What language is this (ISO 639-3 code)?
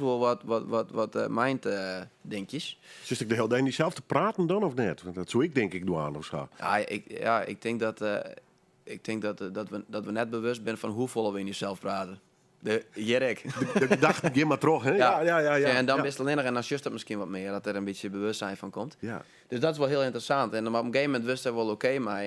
fry